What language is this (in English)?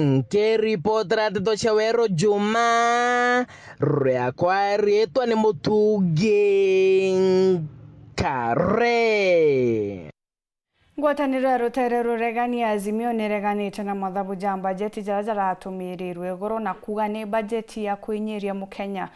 Meru